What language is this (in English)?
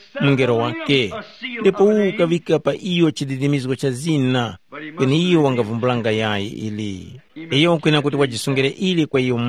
Tumbuka